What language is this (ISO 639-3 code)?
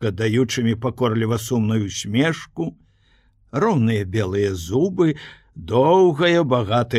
bel